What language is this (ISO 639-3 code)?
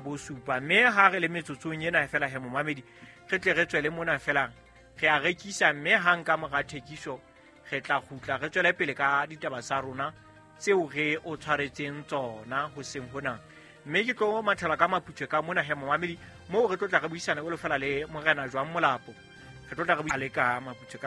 sot